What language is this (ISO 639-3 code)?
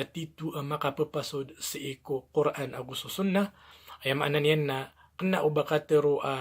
mrw